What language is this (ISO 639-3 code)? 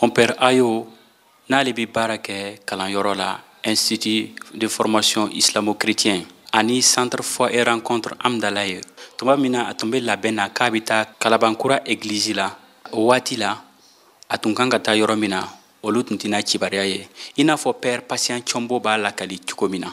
bam